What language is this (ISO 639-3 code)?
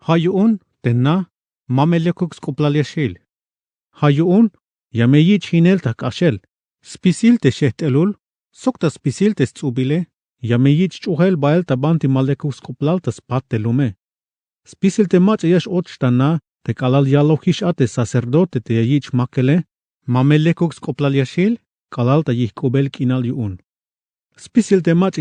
tzh